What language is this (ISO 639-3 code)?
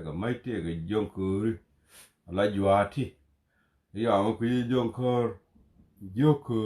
nus